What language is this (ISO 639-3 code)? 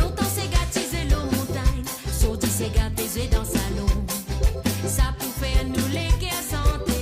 mfe